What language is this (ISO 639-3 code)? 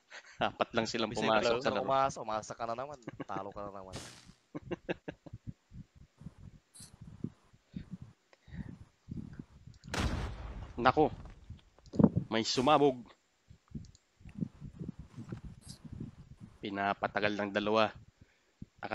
fil